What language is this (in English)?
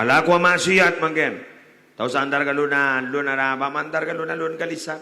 Madurese